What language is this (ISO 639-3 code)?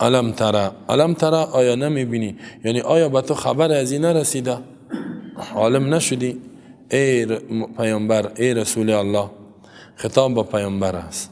fas